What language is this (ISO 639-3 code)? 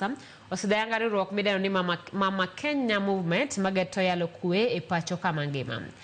luo